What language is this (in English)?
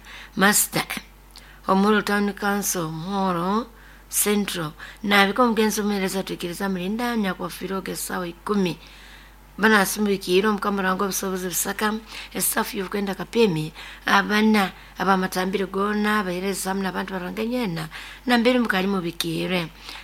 Nyoro